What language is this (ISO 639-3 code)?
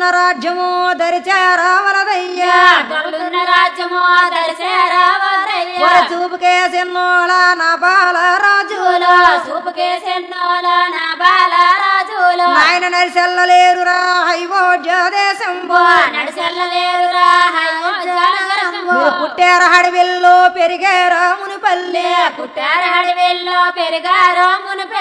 tel